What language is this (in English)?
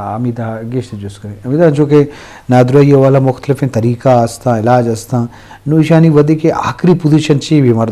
Eastern Balochi